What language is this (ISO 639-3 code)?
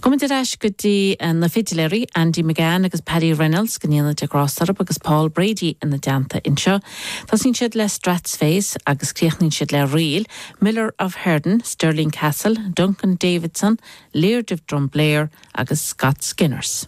gle